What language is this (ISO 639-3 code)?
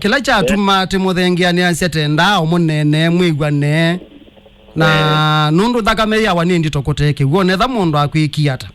kam